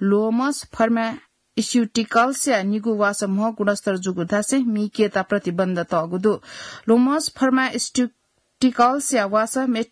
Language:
Newari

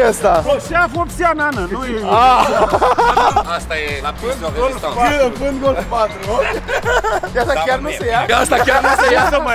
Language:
Romanian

